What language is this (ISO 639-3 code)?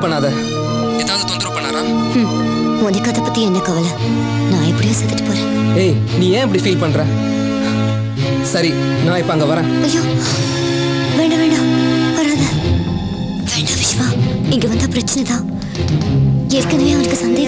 tam